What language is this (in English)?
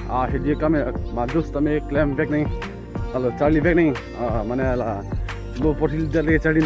Karbi